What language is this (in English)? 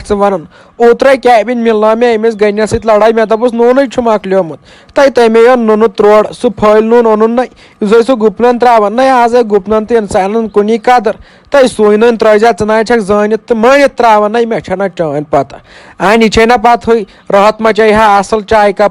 Kashmiri